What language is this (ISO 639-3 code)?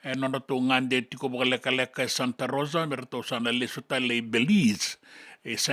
fij